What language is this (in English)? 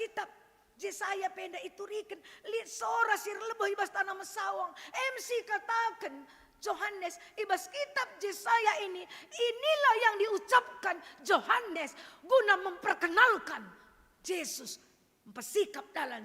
Batak Karo